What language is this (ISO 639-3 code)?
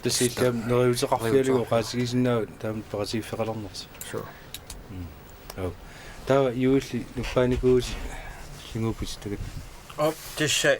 kal